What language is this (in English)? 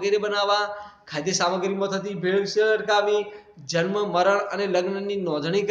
Gujarati